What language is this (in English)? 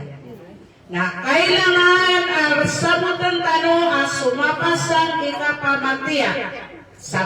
Maranao